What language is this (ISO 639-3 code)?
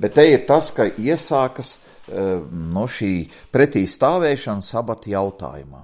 lav